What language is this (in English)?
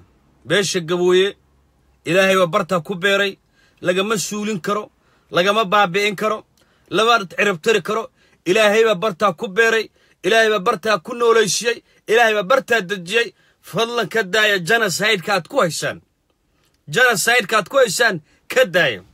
Somali